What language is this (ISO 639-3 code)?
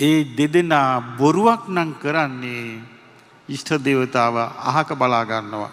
sin